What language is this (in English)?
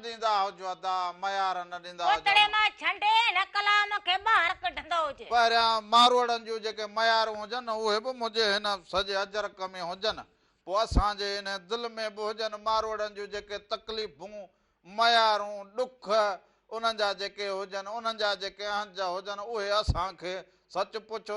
Sindhi